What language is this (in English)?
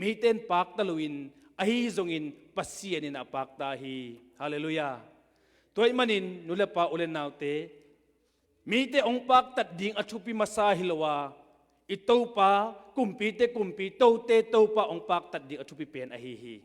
Tedim Chin